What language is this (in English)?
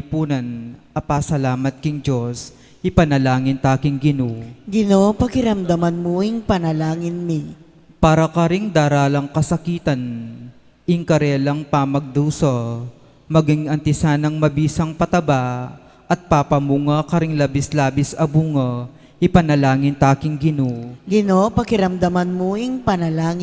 Pampanga